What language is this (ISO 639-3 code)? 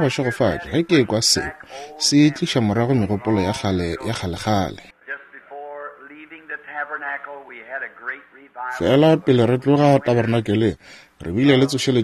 nso